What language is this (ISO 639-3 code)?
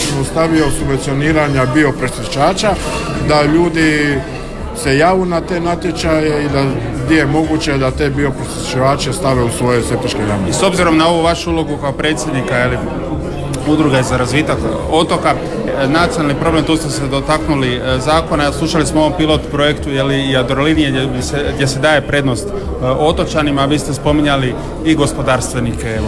hrv